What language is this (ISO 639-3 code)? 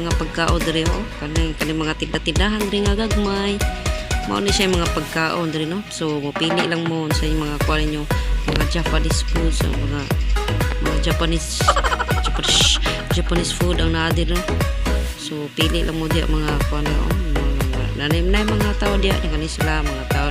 ceb